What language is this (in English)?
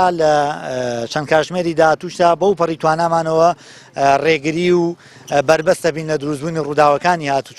Central Kurdish